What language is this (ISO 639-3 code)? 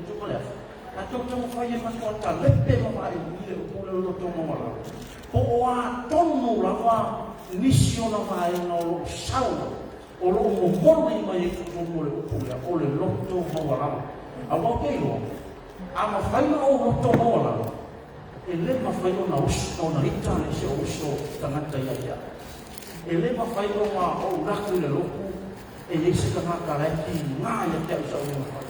smo